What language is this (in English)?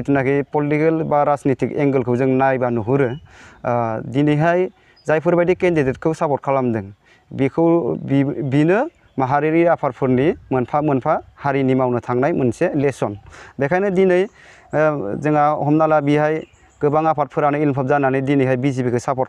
Bodo